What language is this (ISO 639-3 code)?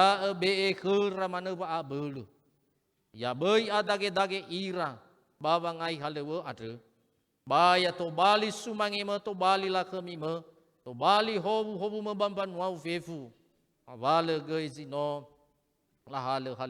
nia